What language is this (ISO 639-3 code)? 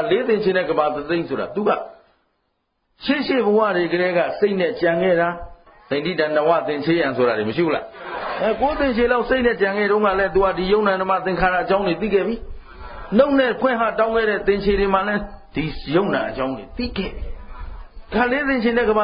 mya